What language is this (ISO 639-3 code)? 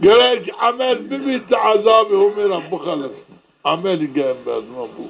zza